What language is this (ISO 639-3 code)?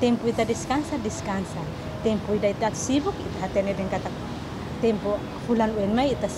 tet